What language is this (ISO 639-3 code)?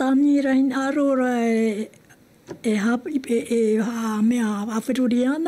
tah